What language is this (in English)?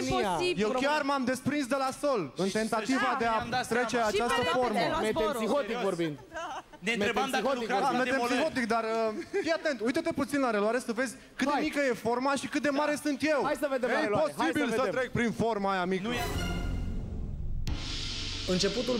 Romanian